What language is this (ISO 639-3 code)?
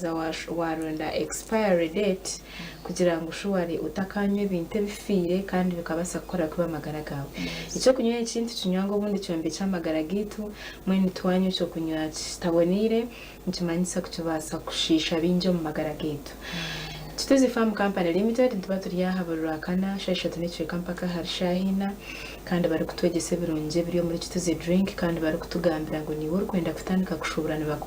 nyn